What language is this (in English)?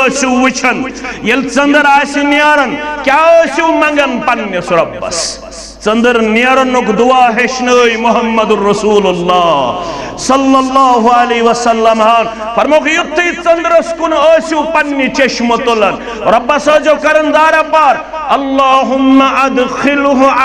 Kashmiri